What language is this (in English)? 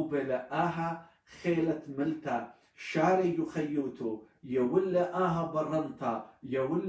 Assyrian Neo-Aramaic